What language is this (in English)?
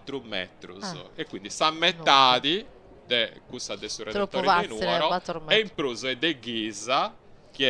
Sardinian